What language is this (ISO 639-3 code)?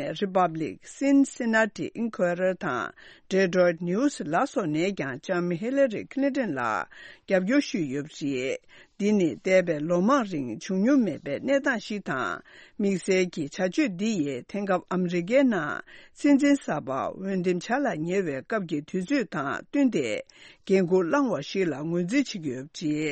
bod